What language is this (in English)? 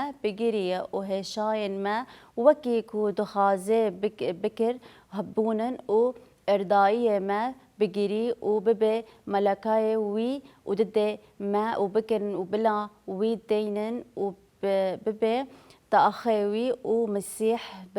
Kurdish